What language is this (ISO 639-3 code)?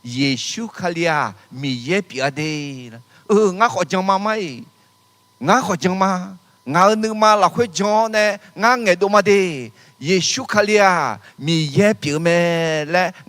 ahk